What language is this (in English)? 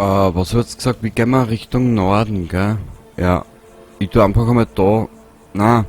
Bavarian